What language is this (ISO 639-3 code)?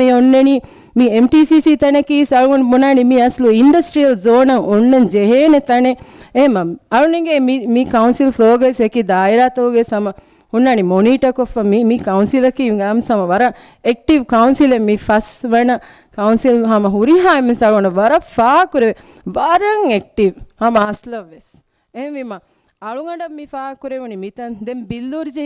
div